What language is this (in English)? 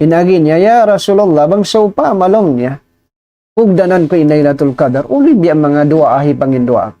Tausug